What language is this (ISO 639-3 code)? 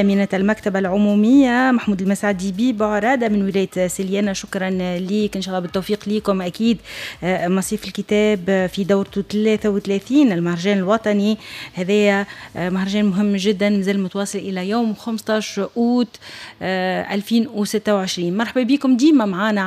aeb